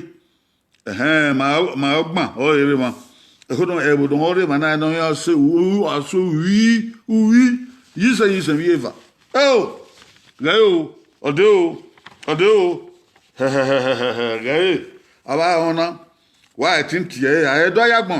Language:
Bini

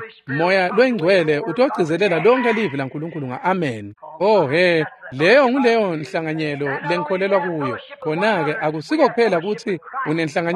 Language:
Swati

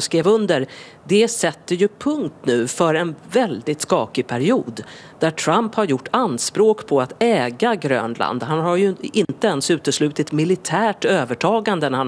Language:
Swedish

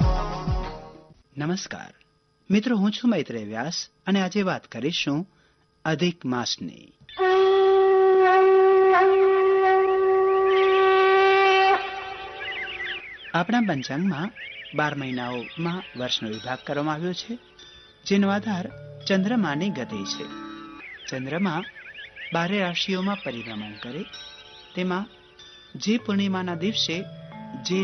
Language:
Gujarati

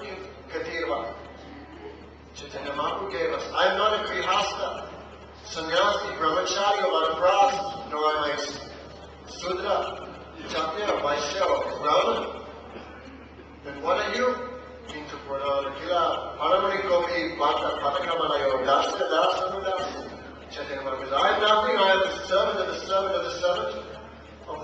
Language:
English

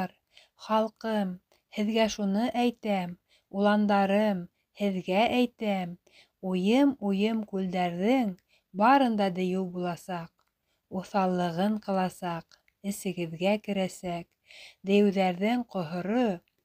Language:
Bashkir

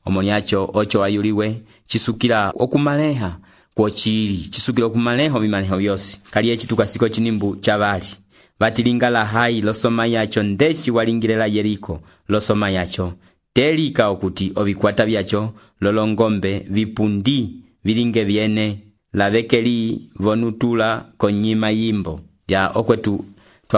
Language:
Umbundu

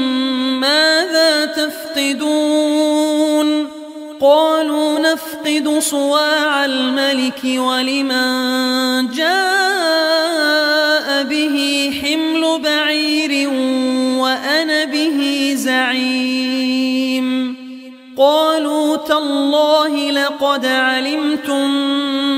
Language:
Arabic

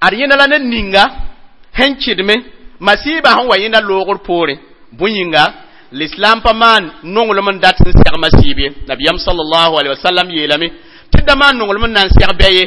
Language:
Mossi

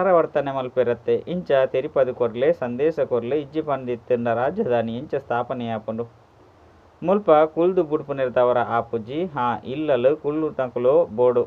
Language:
Tulu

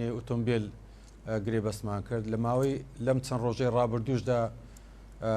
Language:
Central Kurdish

